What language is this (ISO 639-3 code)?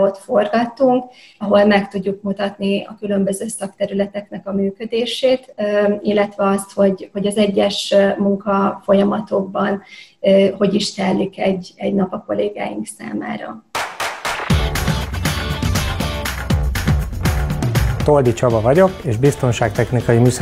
hun